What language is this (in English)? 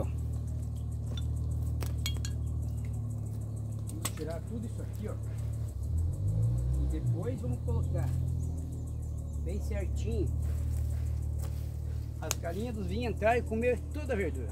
Portuguese